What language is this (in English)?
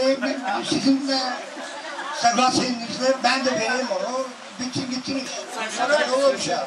Turkish